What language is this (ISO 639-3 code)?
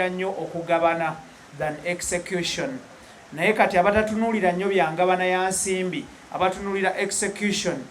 lug